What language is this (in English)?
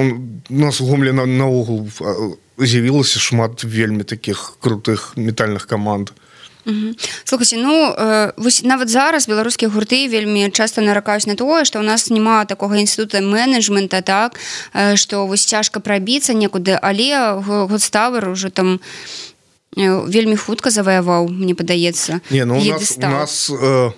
Belarusian